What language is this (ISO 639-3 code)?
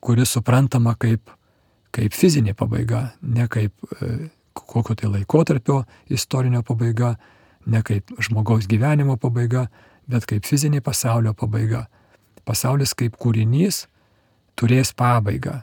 lit